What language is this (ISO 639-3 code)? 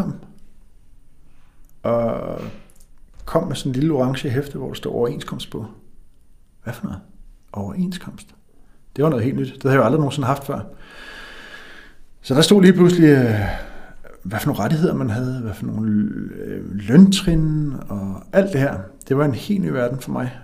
dan